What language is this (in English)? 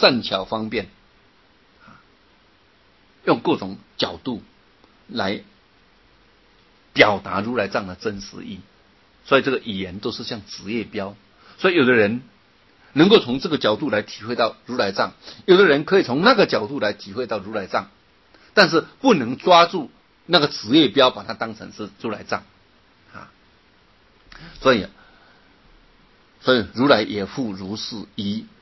Chinese